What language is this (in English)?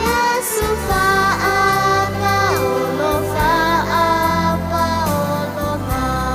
Samoan